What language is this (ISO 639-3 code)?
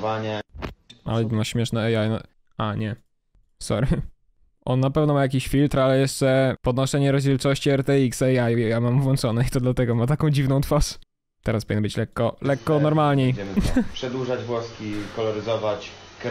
pol